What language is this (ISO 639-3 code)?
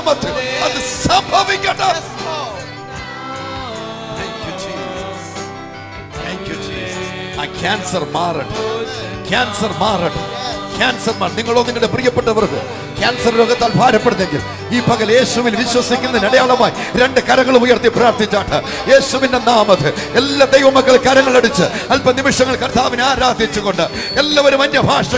mal